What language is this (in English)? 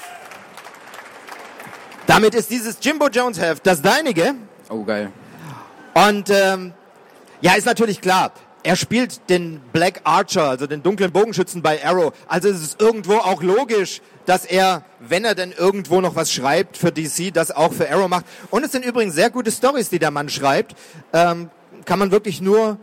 German